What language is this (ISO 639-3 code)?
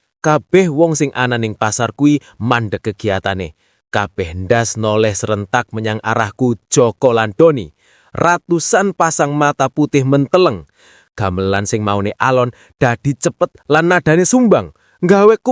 jav